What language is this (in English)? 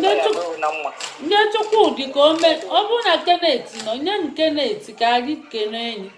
Igbo